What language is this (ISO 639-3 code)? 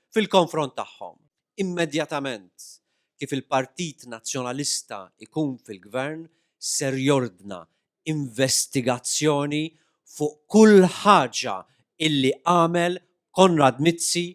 mlt